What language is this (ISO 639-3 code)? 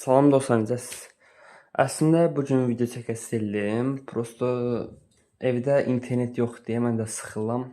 aze